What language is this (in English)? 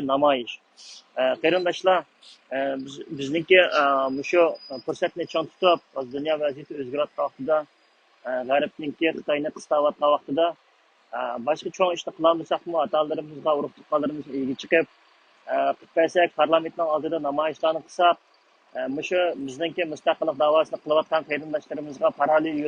Uyghur